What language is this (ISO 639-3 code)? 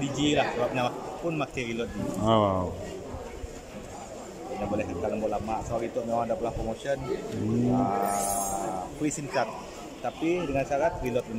msa